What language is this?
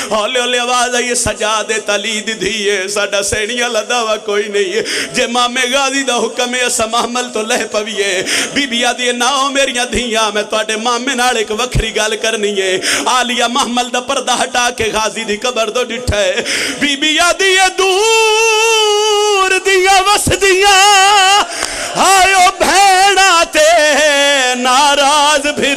Pahari-Potwari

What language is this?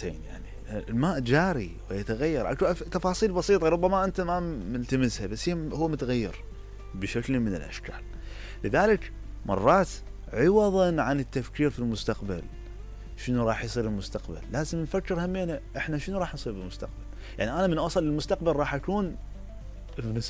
Mesopotamian Arabic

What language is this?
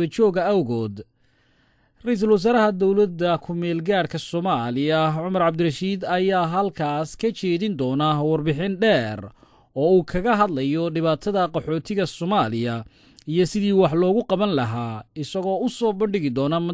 Somali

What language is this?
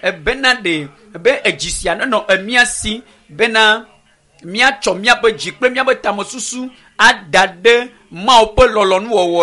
Ewe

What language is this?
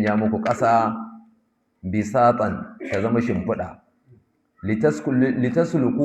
Hausa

